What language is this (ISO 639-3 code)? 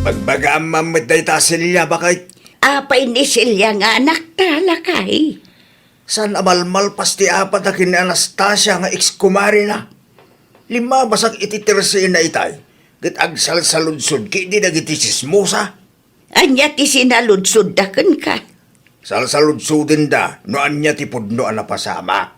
ilo